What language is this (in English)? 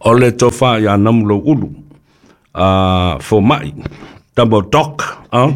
Samoan